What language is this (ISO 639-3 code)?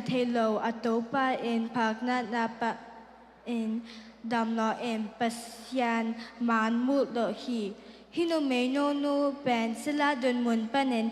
ctd